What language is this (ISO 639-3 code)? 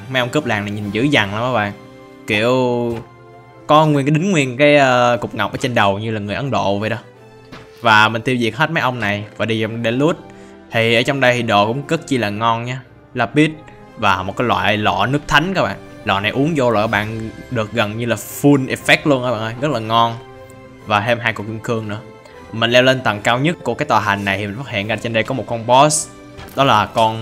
vie